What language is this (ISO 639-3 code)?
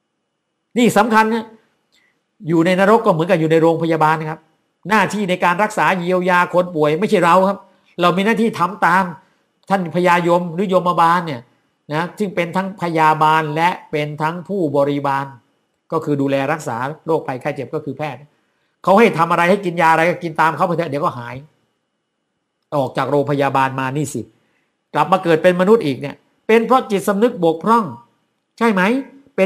tha